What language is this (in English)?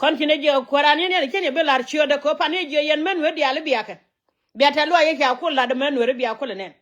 Nuer